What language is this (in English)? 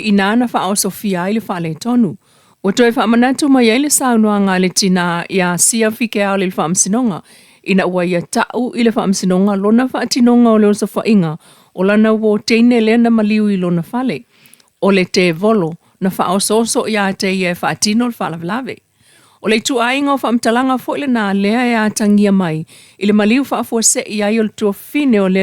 Samoan